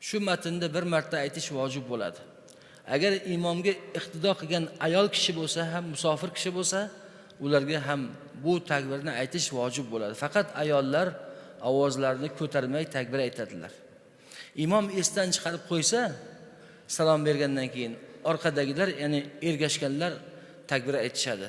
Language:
Uzbek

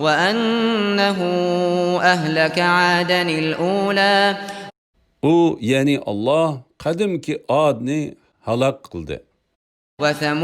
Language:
Uyghur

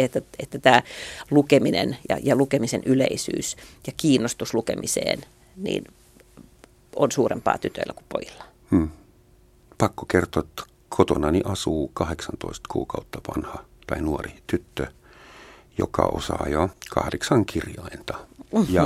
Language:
Finnish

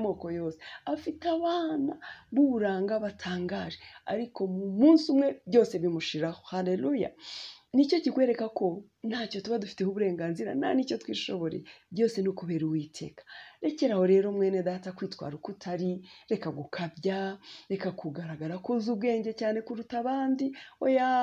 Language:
Kinyarwanda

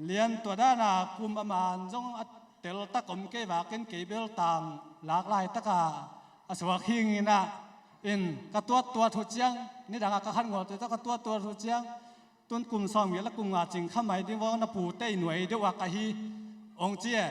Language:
Tedim Chin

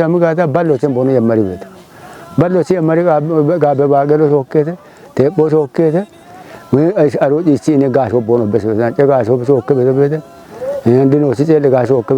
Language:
Kafa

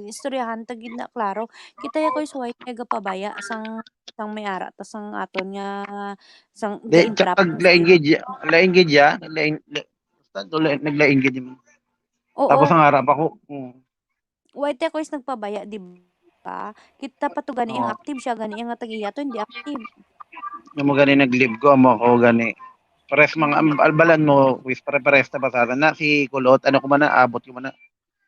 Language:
Hiligaynon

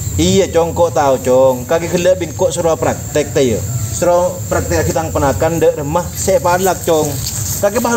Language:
Madurese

